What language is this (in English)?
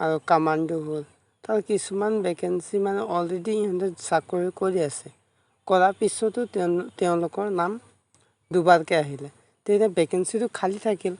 Assamese